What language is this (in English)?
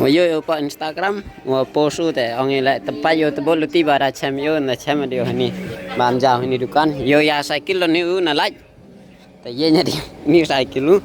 Khasi